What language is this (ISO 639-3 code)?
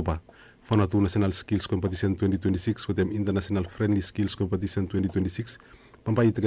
bis